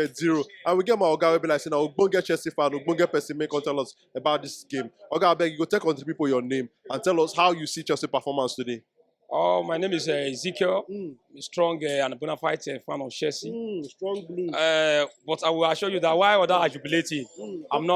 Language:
Nigerian Pidgin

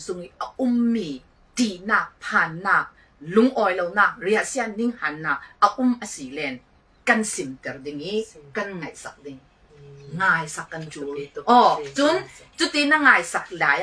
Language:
Falam Chin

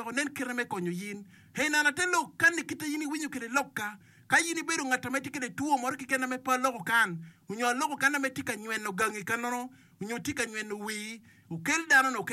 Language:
Acoli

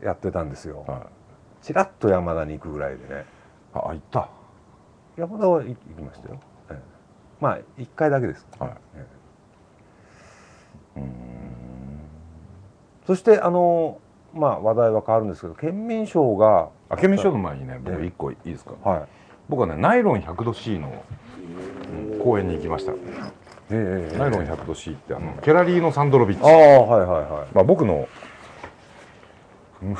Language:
Japanese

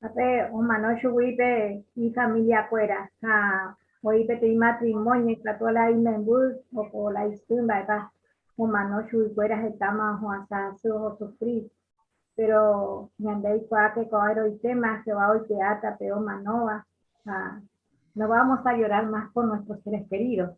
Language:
Guarani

